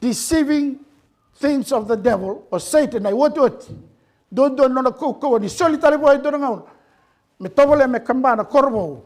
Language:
Fijian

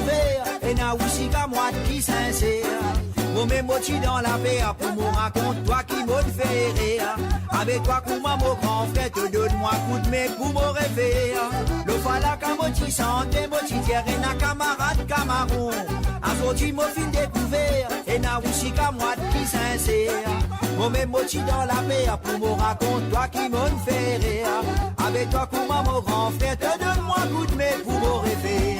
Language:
Morisyen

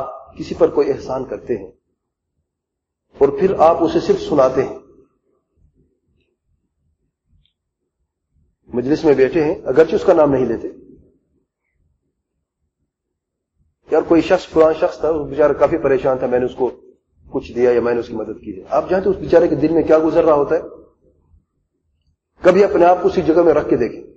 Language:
Urdu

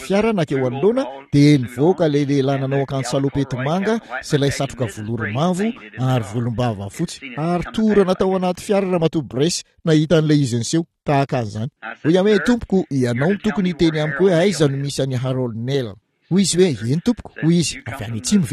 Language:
Malagasy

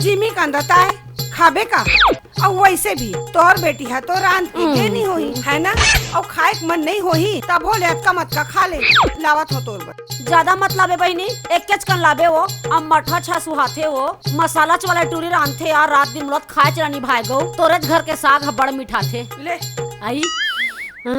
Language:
Chhattisgarhi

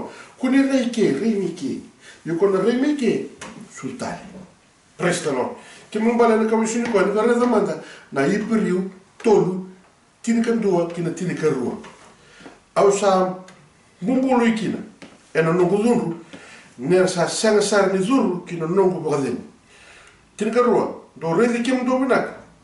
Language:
Fijian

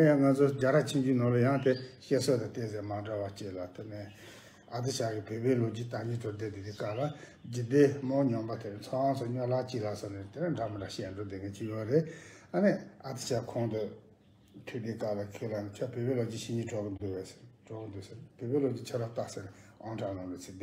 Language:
Tibetan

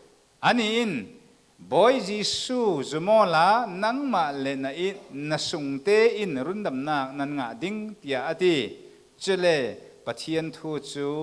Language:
Falam Chin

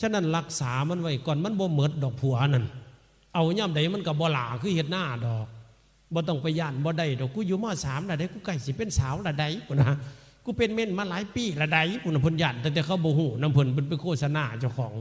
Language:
Northeastern Thai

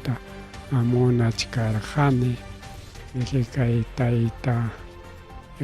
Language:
Ayacucho Quechua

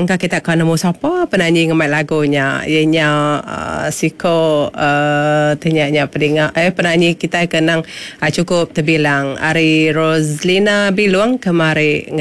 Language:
Iban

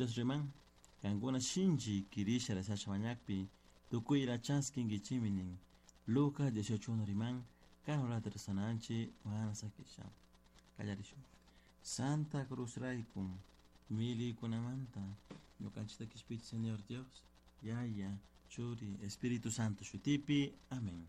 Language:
Chimborazo Highland Quichua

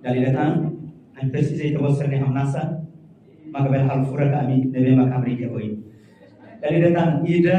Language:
Tetum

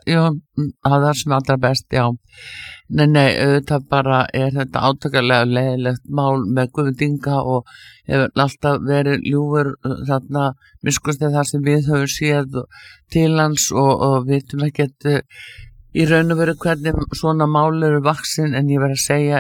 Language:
Icelandic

